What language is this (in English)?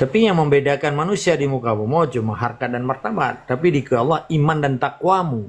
Achinese